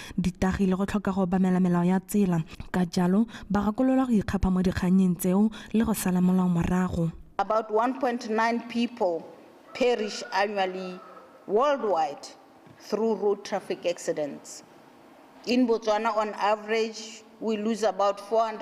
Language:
Tswana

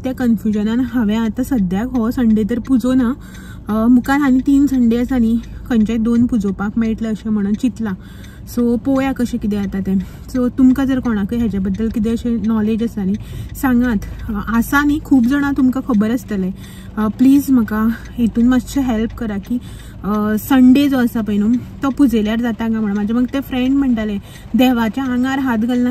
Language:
Konkani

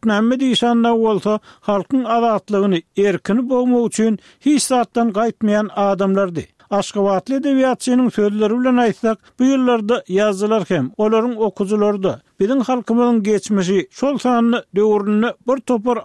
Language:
Turkmen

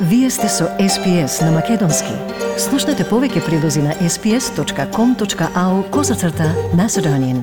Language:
Macedonian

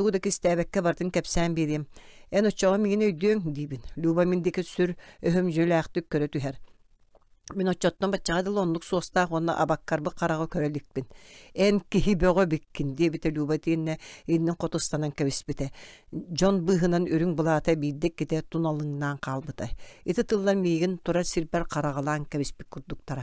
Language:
Yakut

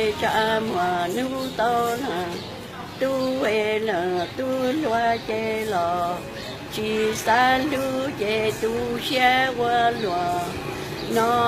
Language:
Hmong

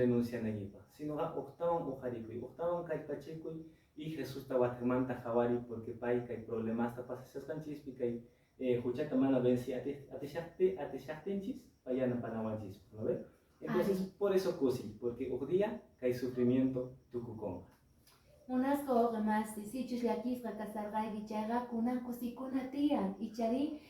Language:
Quechua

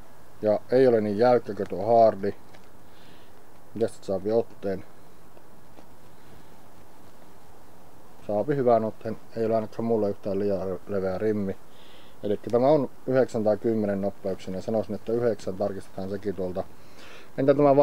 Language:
Finnish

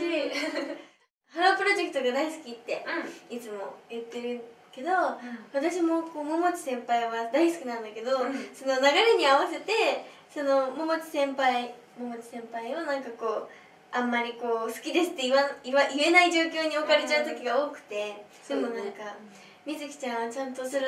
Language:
Japanese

